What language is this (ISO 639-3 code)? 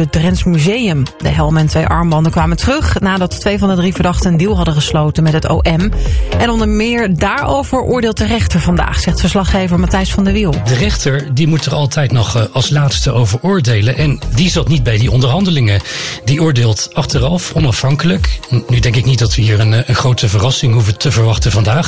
nld